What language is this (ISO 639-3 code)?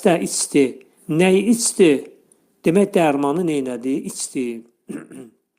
aze